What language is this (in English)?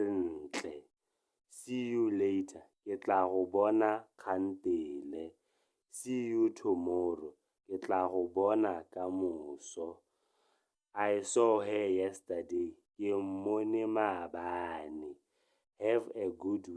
Tswana